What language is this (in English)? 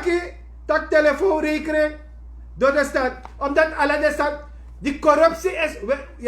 Sranan Tongo